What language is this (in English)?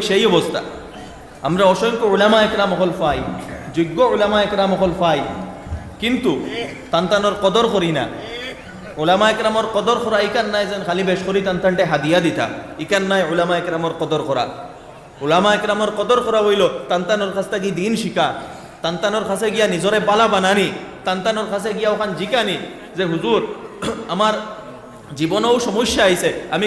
Sylheti